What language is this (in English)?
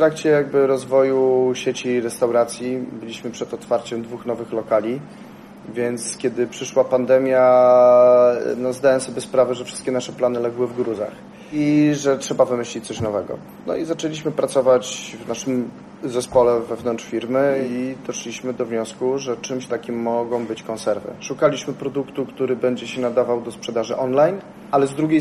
Polish